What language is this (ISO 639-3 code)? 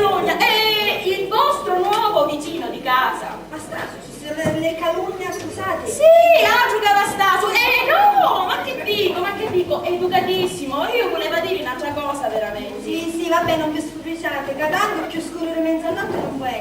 scn